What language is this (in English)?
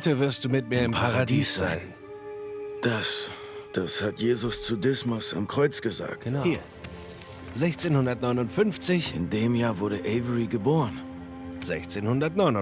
Swiss German